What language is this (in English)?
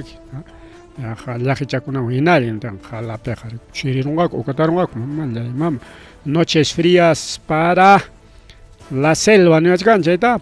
Ayacucho Quechua